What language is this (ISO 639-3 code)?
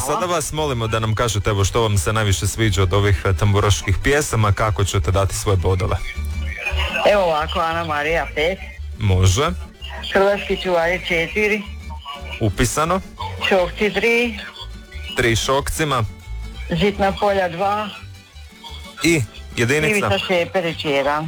hrv